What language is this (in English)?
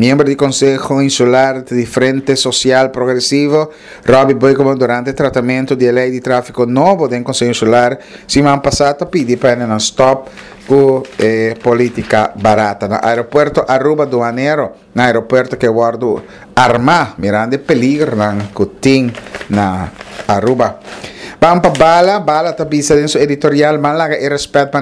Papiamento